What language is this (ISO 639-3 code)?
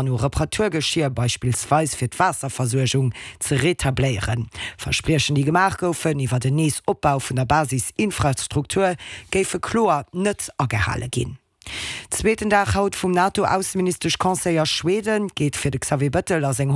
ltz